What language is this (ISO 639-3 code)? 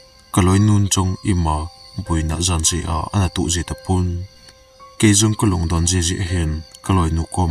tcz